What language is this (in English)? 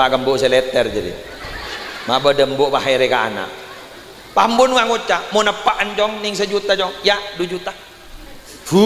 Madurese